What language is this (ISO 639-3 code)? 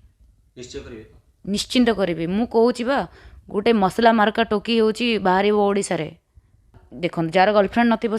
ori